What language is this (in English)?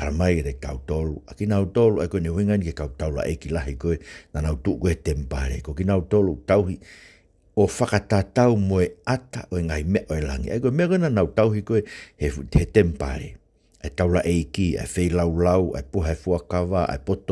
Tongan